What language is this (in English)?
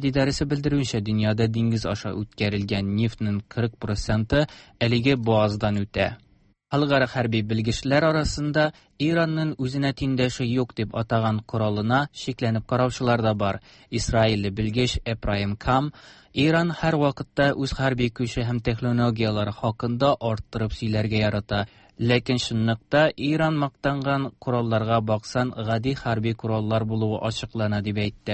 Tatar